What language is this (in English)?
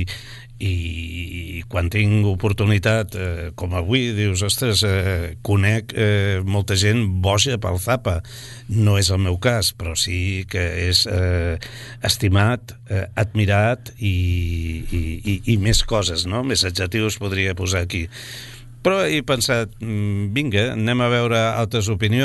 Catalan